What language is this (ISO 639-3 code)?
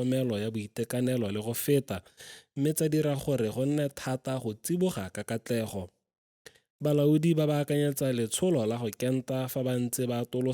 tsn